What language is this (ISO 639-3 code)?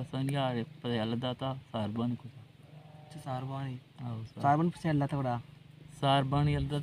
bal